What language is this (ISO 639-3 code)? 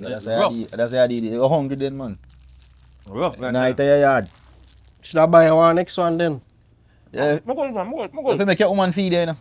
jam